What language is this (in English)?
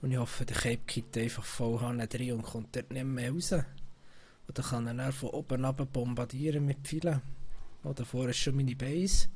Swiss German